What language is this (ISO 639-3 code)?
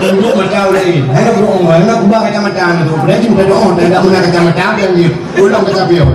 ace